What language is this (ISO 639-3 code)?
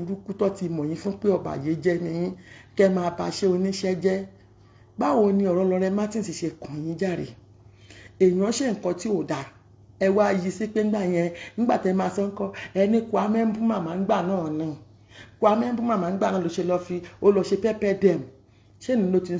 yor